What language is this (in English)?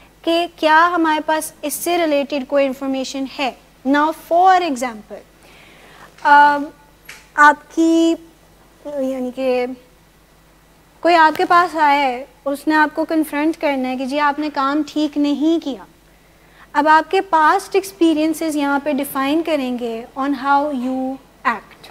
Urdu